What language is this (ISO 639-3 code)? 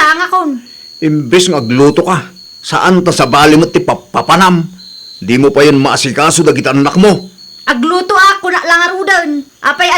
ilo